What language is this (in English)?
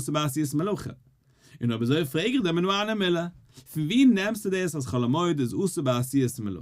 Yiddish